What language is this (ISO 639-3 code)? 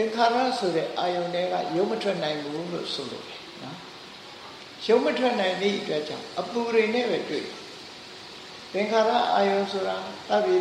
mya